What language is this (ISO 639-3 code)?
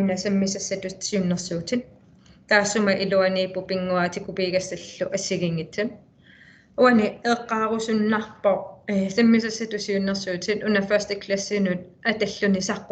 kal